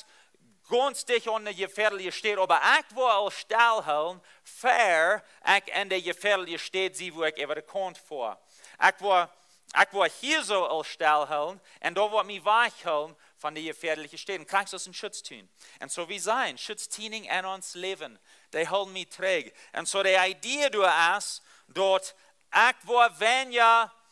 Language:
Plautdietsch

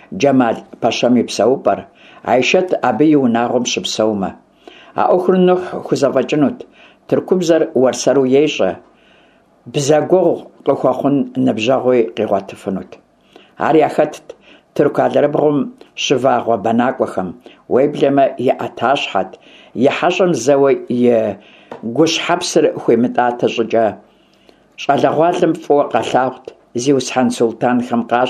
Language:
Kabardian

